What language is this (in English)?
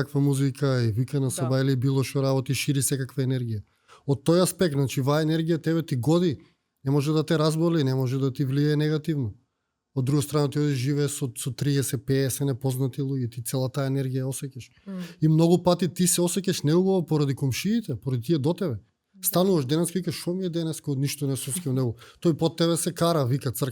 Macedonian